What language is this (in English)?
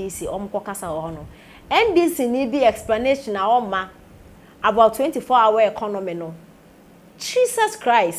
Akan